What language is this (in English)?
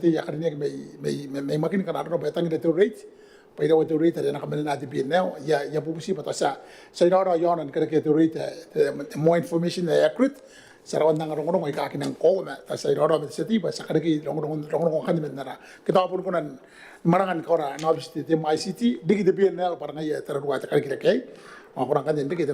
Gilbertese